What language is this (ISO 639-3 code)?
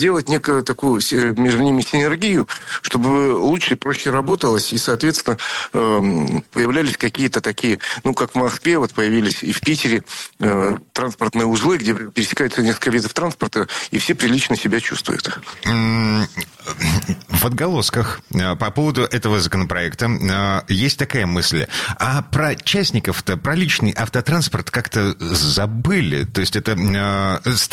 rus